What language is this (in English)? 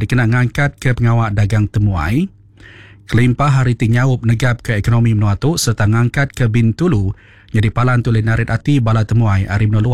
Iban